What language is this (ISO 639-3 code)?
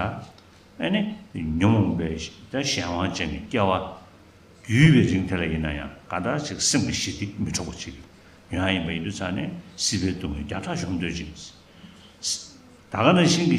bod